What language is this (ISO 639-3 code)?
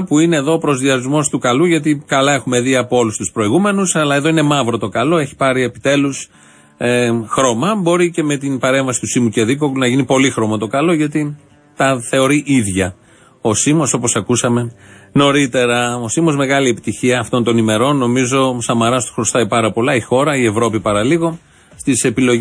ell